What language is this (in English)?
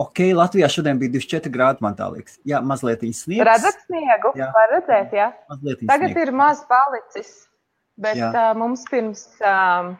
Latvian